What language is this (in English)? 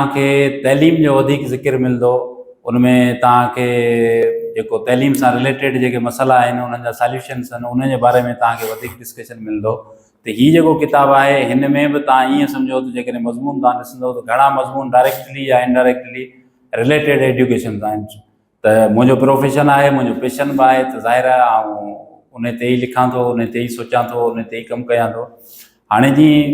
Sindhi